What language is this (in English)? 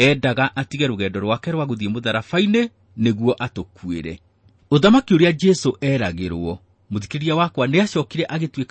Kikuyu